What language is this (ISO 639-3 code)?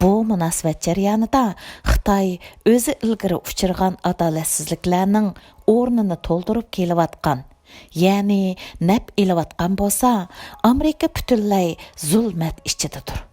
uig